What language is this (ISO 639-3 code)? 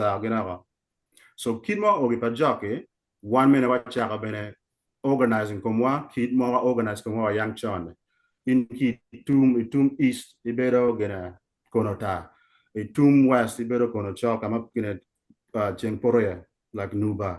ach